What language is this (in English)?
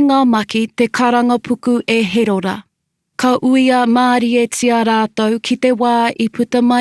Māori